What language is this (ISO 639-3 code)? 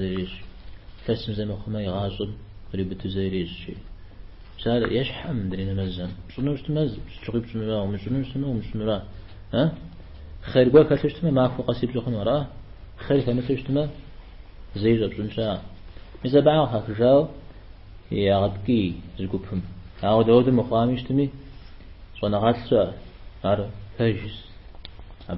kbd